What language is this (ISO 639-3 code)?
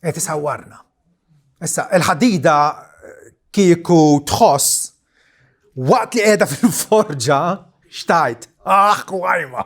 mlt